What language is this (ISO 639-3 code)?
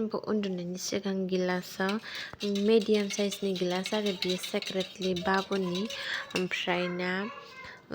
brx